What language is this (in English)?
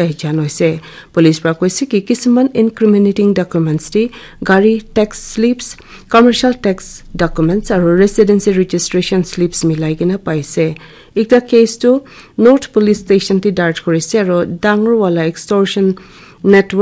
Naga Pidgin